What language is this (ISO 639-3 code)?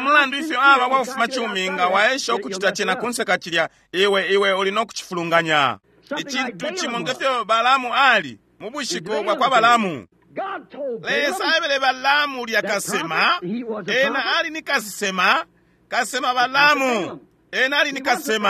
bem